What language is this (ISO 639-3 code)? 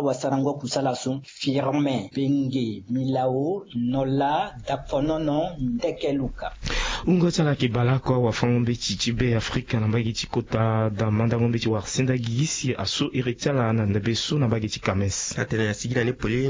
sag